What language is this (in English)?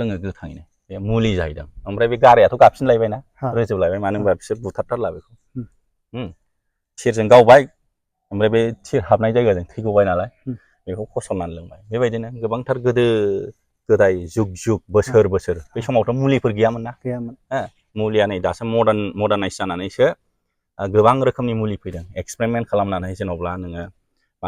Bodo